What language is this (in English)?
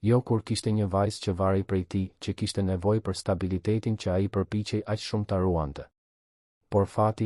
Albanian